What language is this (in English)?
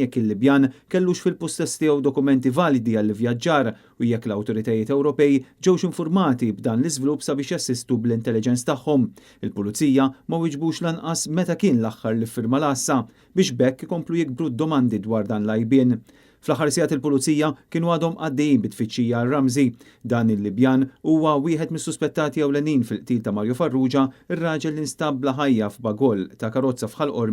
Maltese